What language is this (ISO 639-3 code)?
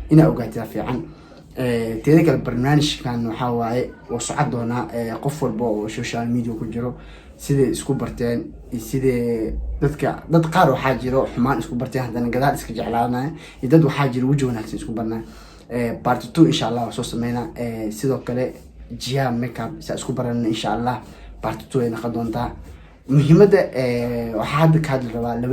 som